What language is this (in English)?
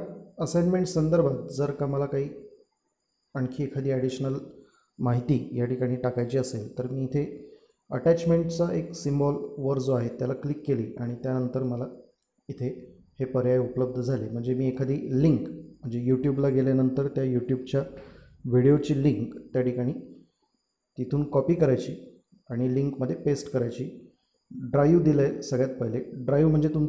Marathi